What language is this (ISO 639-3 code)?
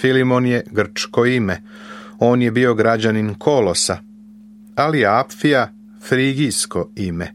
srp